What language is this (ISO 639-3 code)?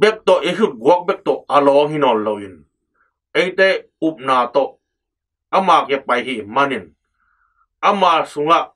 ctd